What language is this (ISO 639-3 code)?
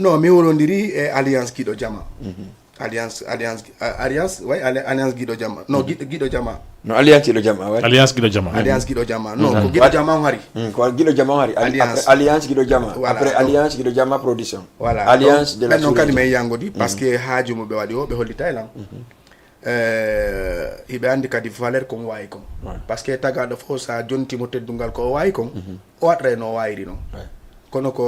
ful